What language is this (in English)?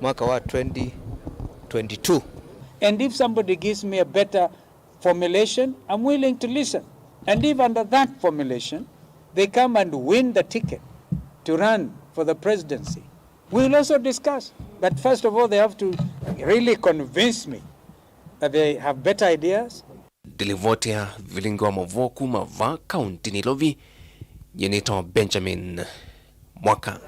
Kamba